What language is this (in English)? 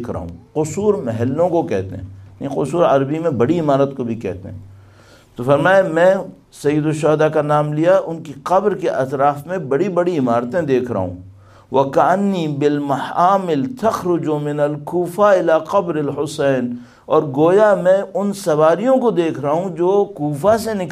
Urdu